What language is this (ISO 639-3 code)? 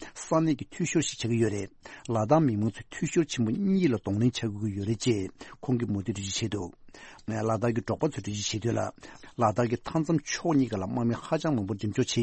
bod